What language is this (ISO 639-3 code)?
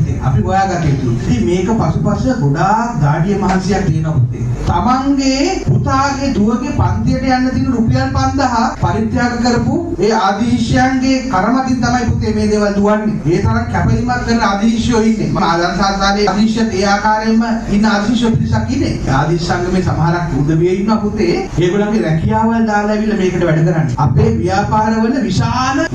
sin